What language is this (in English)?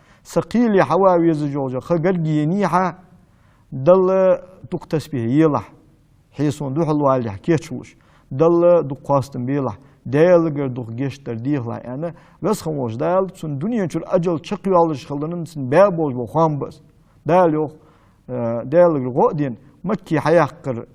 Ingush